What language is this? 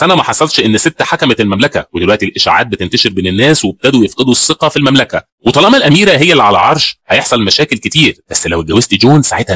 Egyptian Arabic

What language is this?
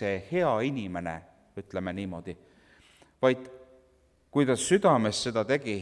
Estonian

